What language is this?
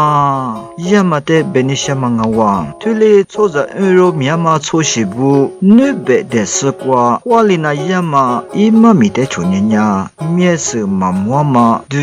Lisu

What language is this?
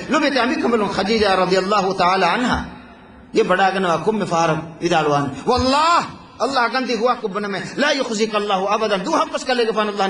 Divehi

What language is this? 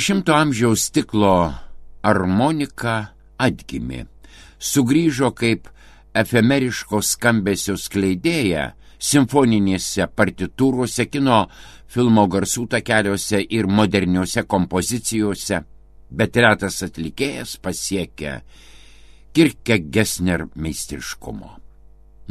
Lithuanian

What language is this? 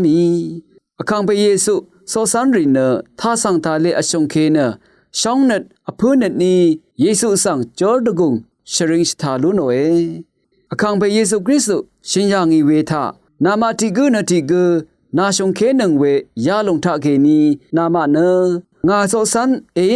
Rawang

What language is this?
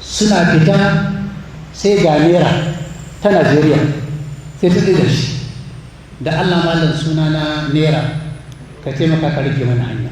Hausa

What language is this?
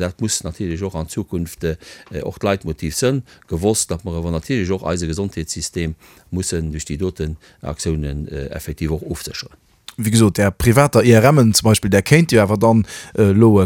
Luxembourgish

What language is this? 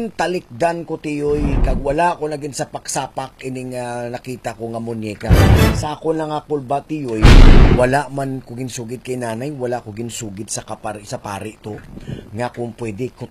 Hiligaynon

